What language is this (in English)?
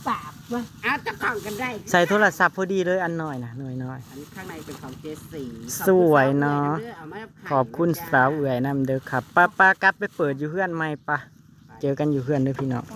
Northeastern Thai